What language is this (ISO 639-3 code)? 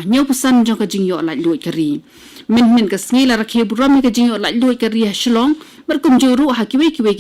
kha